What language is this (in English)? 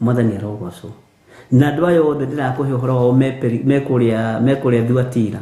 Kikuyu